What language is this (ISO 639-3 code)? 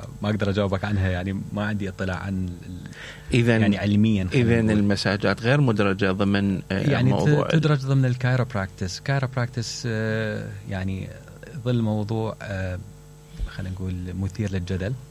acm